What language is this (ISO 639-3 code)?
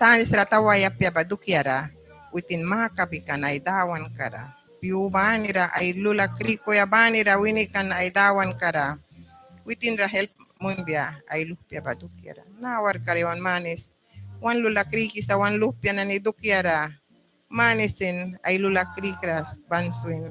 miq